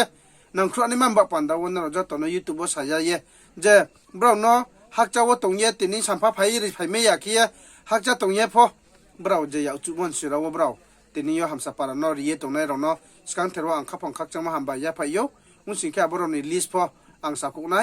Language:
Riang (India)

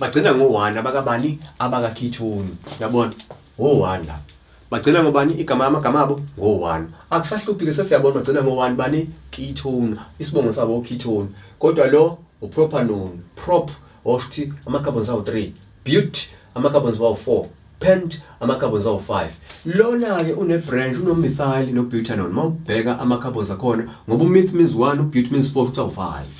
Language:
Zulu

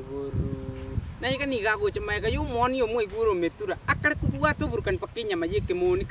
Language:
Gusii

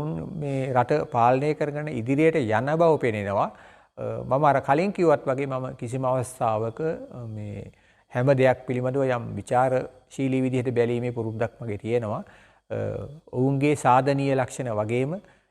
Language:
Sinhala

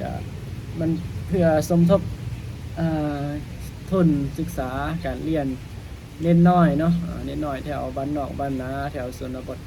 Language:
Lao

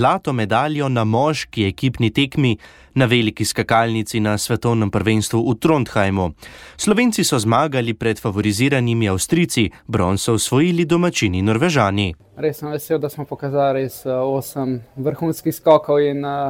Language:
Slovenian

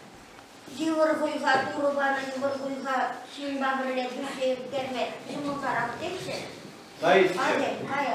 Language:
Chuvash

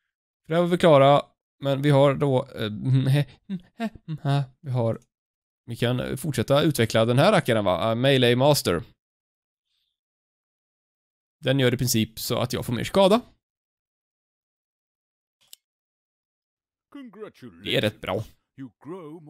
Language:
Swedish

